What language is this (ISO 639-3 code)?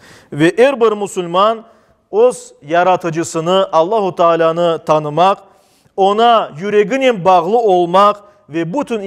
crh